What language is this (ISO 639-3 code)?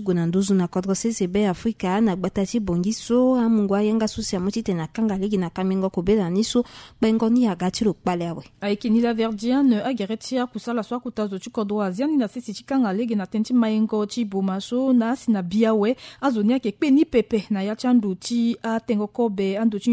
sag